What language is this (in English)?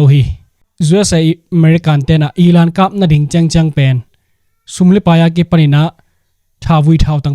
Tedim Chin